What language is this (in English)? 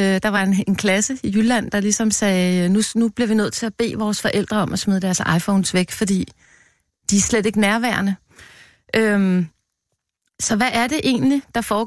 Danish